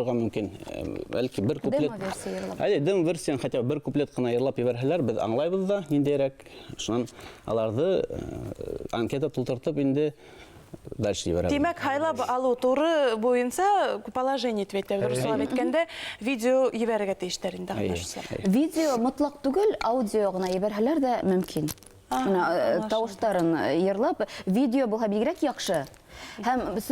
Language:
Bashkir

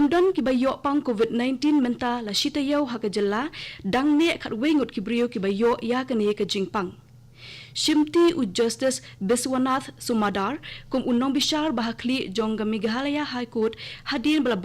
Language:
Khasi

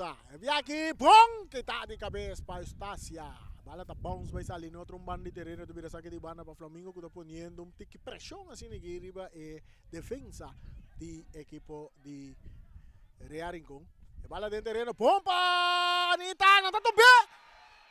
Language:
Papiamento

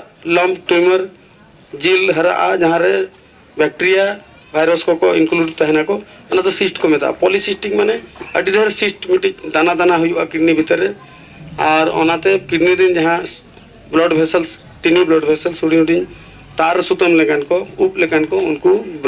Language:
Santali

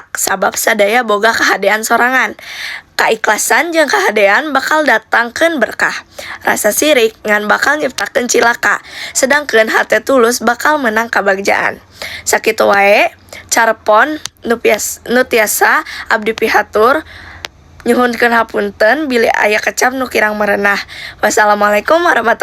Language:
Sundanese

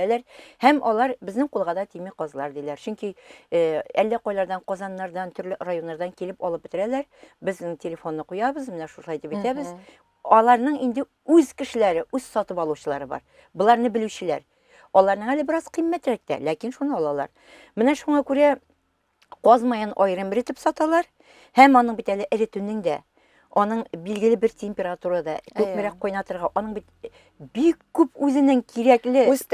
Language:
Tatar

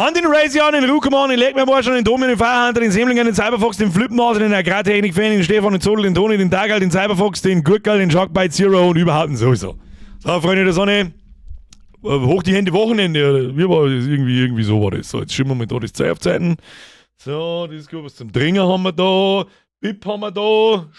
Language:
Bavarian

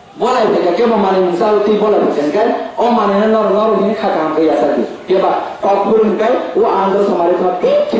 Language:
Kok Borok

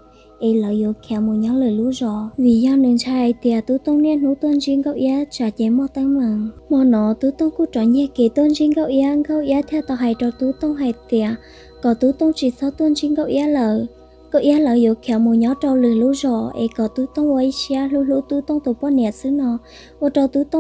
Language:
Hmong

